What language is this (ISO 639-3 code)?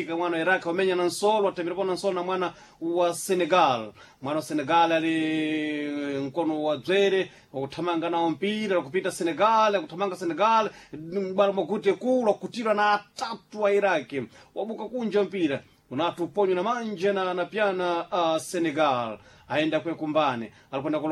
seh